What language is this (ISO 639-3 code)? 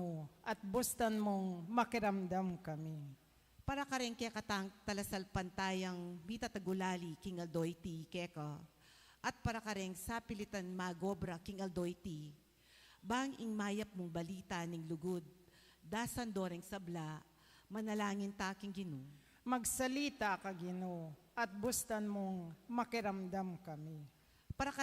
pam